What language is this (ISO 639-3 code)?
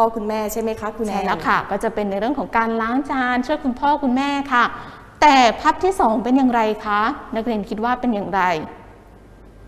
tha